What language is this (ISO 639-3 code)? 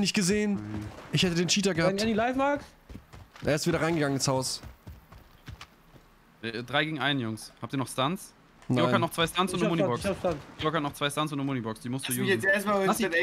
deu